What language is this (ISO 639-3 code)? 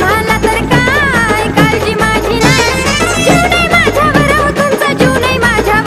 mar